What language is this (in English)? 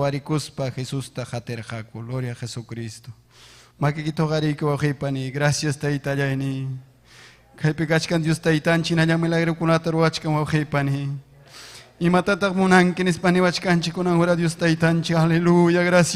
Ayacucho Quechua